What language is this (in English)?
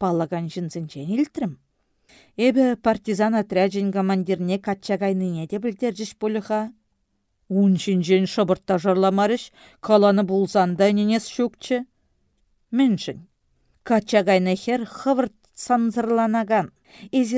Chuvash